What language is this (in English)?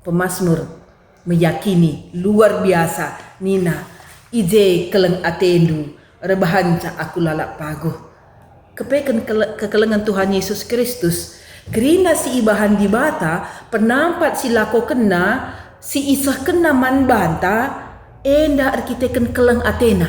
Batak Karo